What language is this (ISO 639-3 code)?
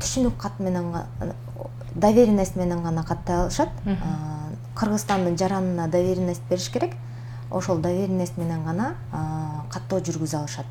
kir